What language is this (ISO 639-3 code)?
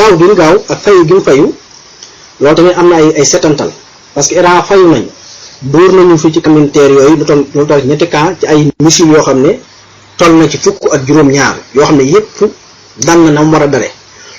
wol